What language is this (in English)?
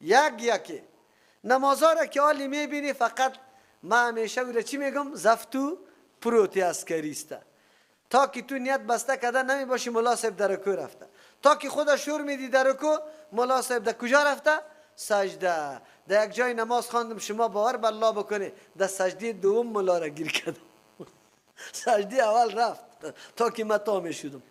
Persian